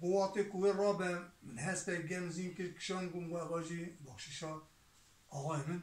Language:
Kurdish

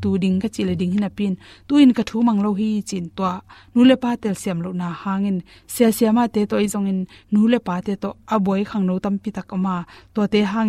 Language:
Tedim Chin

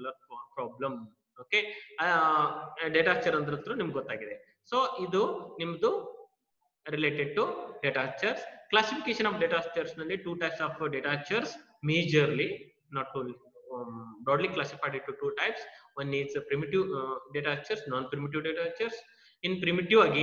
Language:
Kannada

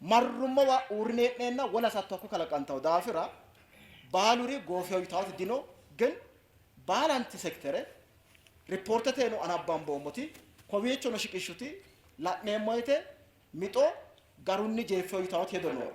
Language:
Sidamo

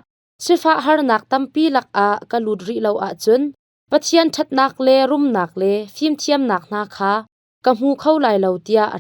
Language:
Hakha Chin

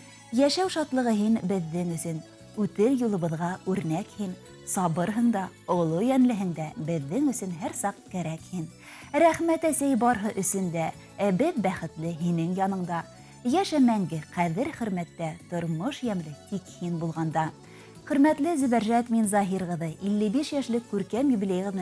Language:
Bashkir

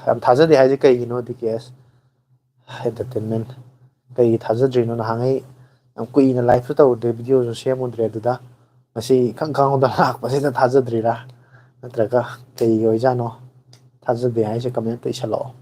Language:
Manipuri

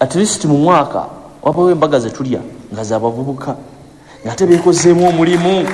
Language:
Ganda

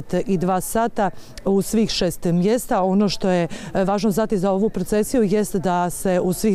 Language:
Croatian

